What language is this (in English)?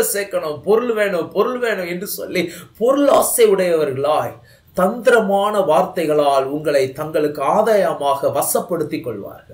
Tamil